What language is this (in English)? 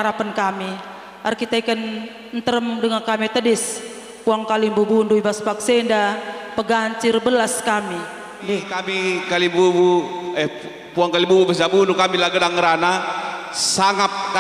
Batak Karo